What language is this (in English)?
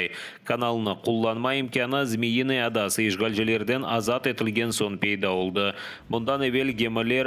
Crimean Tatar